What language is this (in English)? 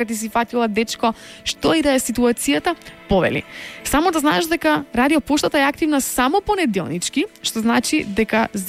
Macedonian